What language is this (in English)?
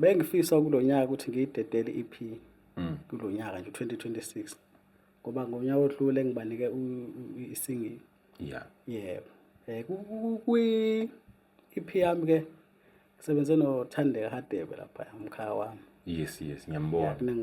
Zulu